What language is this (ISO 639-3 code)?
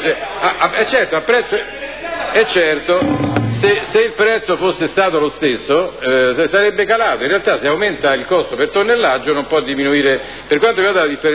ita